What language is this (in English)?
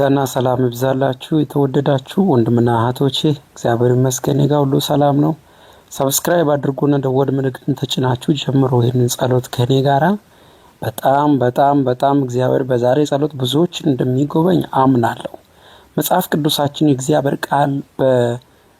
Amharic